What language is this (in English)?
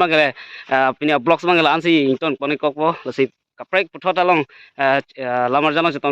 Karbi